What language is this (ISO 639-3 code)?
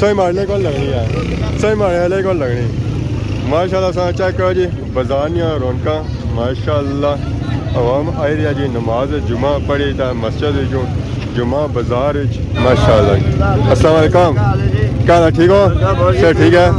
phr